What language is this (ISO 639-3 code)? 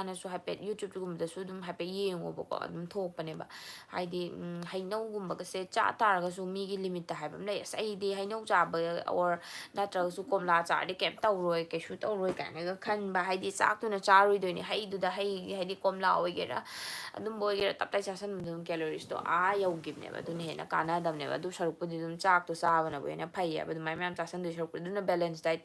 mni